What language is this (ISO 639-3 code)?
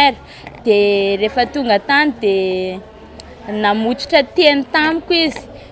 mlg